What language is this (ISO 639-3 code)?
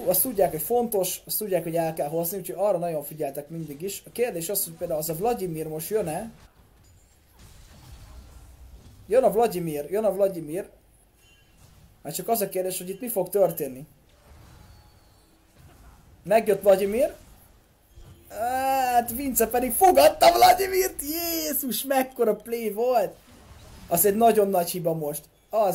hun